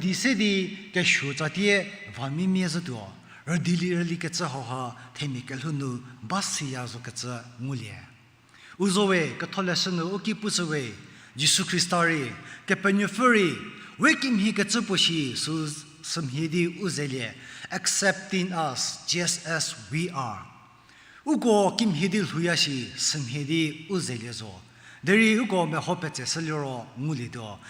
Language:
Angami Naga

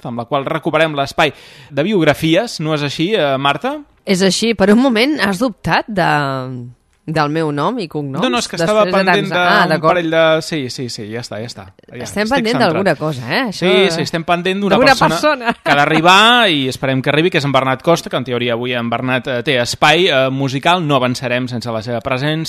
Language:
Catalan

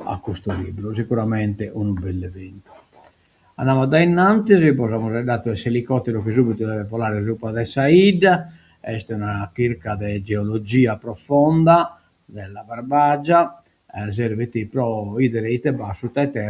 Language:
Sardinian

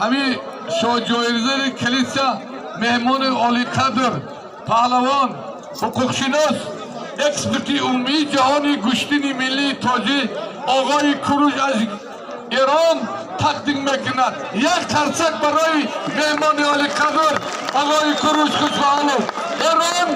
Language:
Tajik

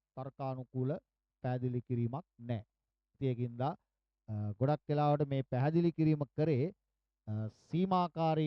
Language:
Sinhala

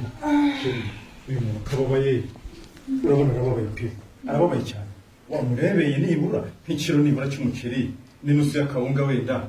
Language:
Kinyarwanda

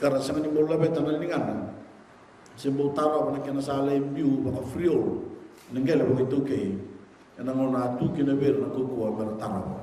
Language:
Fijian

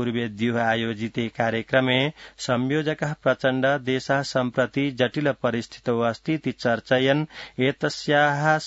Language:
Sanskrit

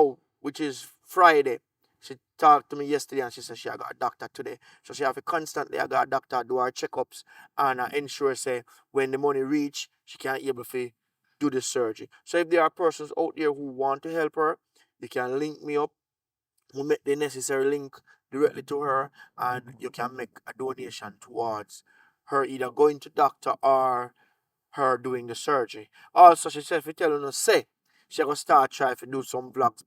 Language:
Jamaican Creole English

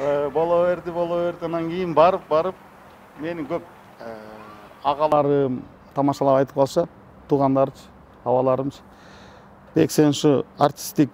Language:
Kyrgyz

